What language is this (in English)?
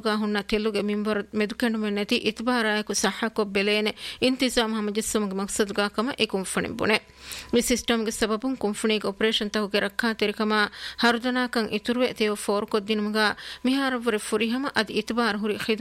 Divehi